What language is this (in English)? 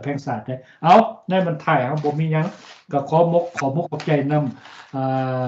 Lao